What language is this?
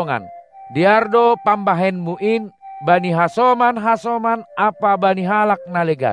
Batak Simalungun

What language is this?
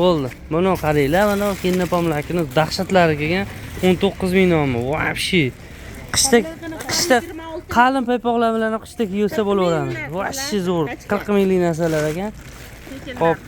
Uzbek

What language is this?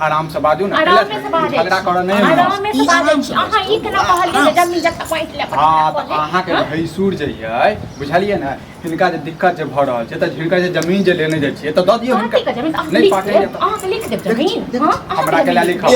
Maithili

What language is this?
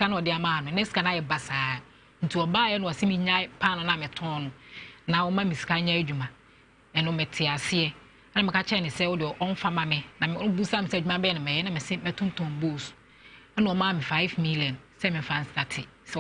Akan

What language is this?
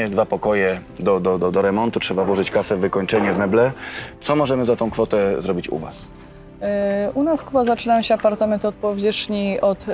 Polish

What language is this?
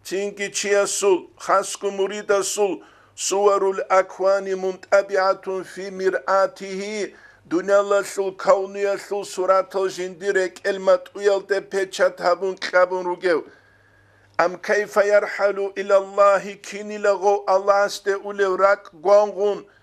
Avaric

